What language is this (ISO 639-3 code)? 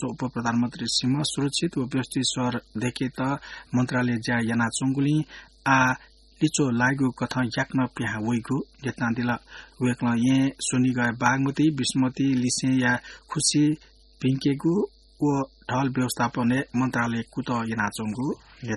new